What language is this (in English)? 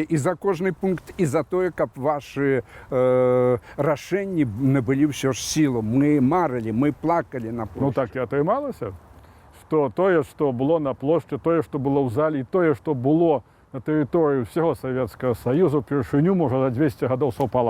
Belarusian